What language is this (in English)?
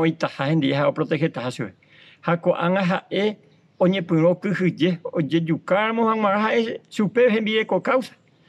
Guarani